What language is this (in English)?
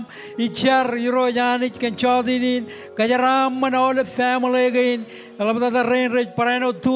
Marshallese